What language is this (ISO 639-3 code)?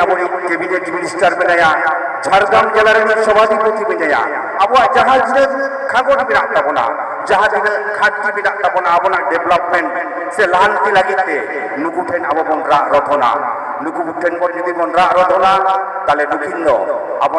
sat